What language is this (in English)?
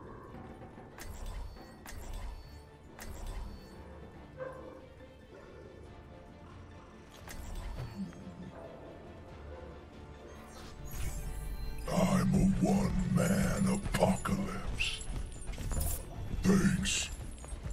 English